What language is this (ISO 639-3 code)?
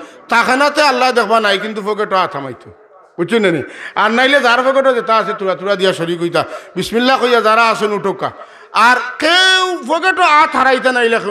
syl